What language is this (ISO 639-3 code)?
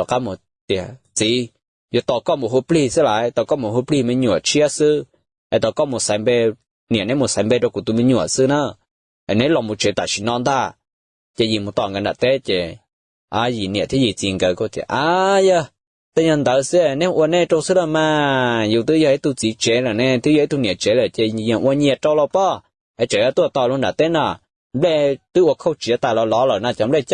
hmn